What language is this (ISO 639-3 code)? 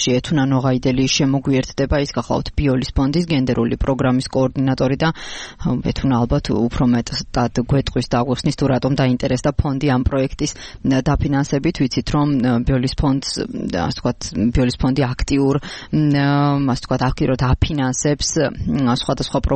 kat